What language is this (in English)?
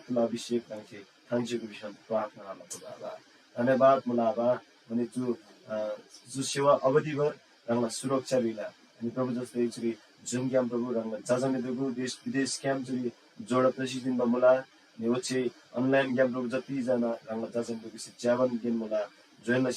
Eastern Tamang